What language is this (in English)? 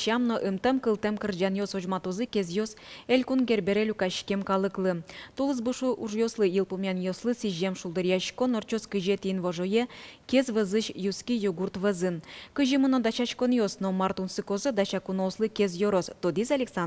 Udmurt